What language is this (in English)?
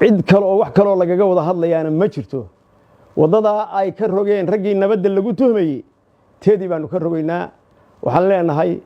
Somali